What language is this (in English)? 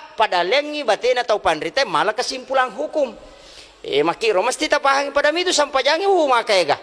Buginese